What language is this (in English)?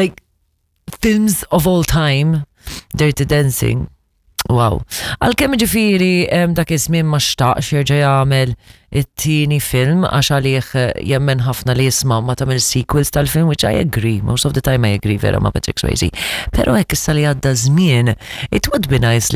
Maltese